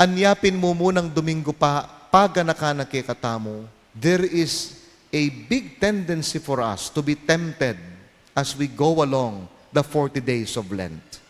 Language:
Pampanga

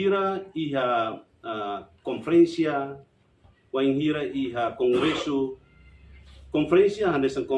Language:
Tetum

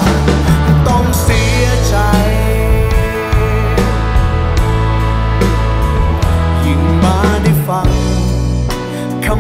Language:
Thai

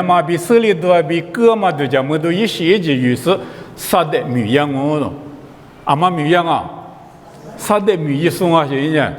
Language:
Lisu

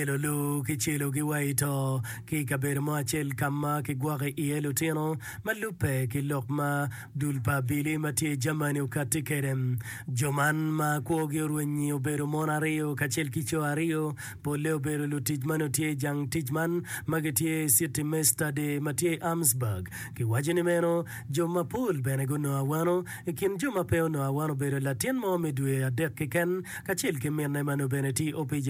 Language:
Acoli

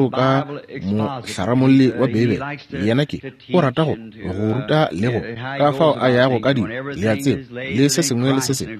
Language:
Northern Sotho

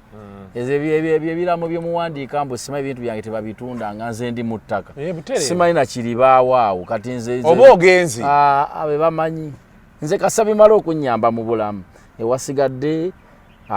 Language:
Ganda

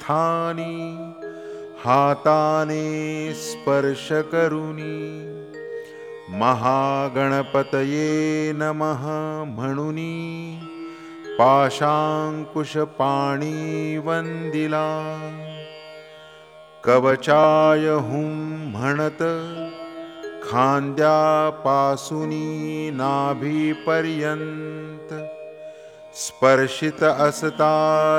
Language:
Marathi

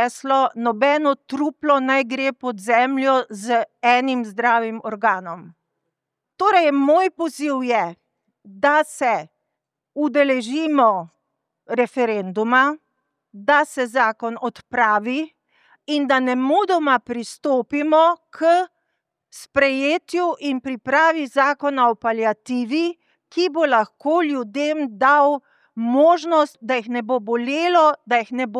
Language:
Slovenian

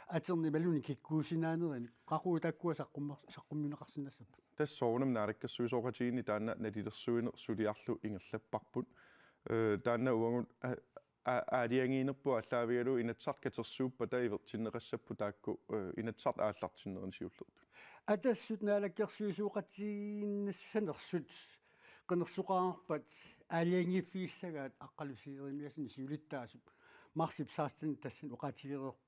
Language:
Kalaallisut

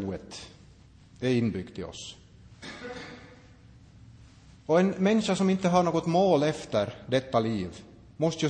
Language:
Swedish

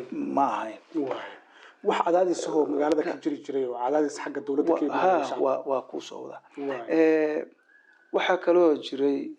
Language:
Somali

